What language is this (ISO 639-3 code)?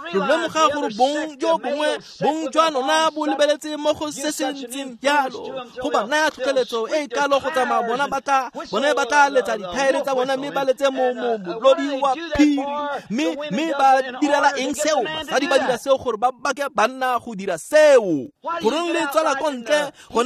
tsn